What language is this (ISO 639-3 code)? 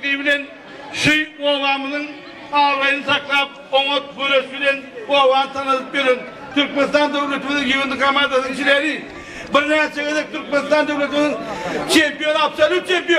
tuk